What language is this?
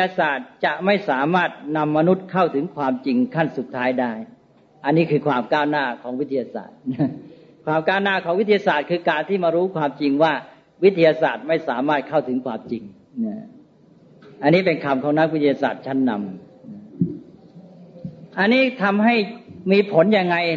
Thai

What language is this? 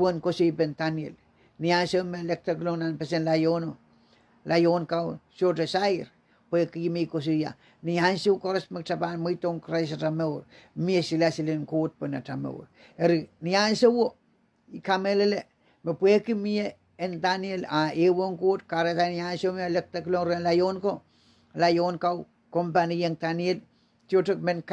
Pohnpeian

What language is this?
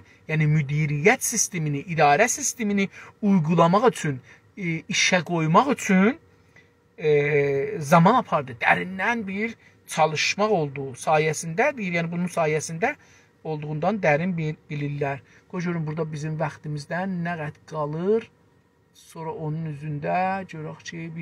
South Azerbaijani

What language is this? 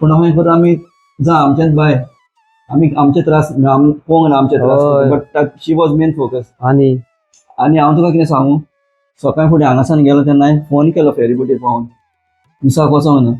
Konkani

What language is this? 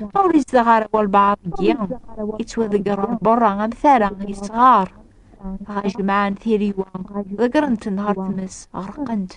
Kabyle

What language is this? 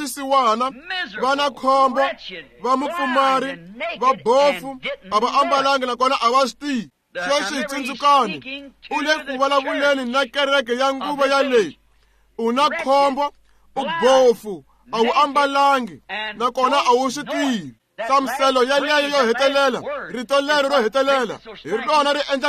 Tsonga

